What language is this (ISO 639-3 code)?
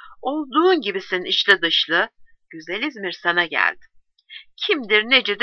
tur